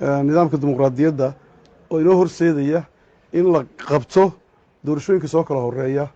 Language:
Somali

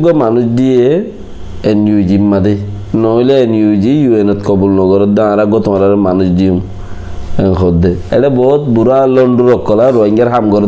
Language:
Rohingya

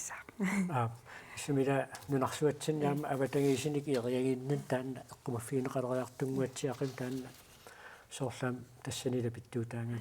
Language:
Kalaallisut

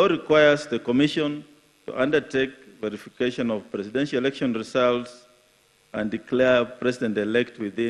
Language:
Kikuyu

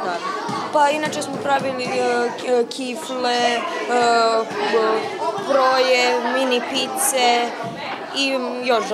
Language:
Serbian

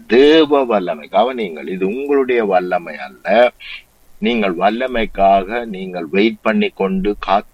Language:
Tamil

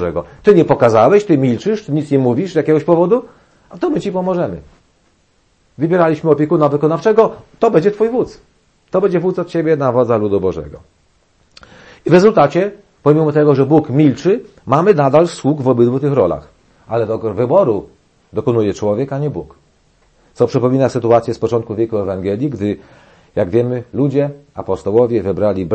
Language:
Polish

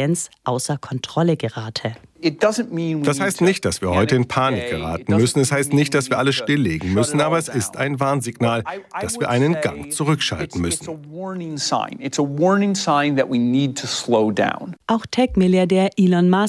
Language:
German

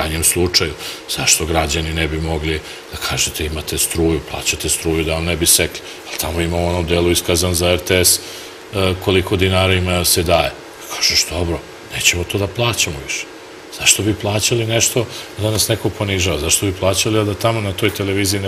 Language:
Serbian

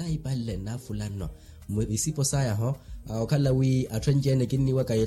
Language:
Makhuwa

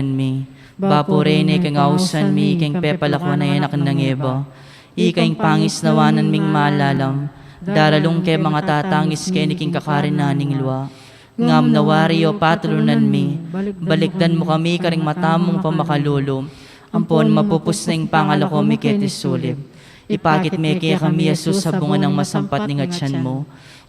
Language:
Pampanga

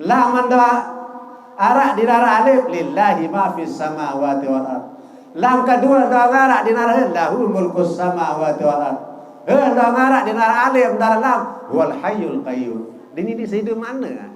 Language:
Sasak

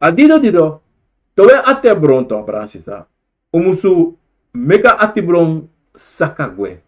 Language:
Sranan Tongo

